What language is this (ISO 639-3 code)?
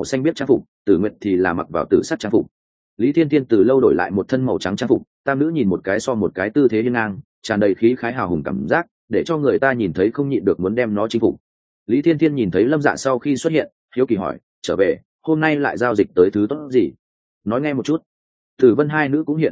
vie